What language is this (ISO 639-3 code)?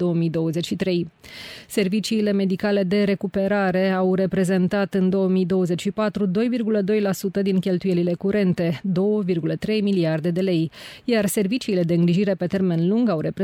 ron